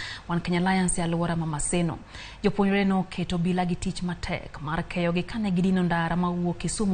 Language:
Luo (Kenya and Tanzania)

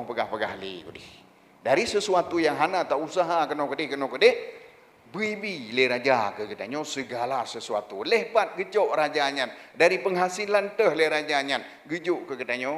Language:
Achinese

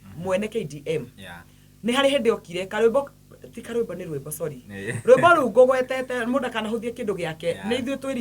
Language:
Kikuyu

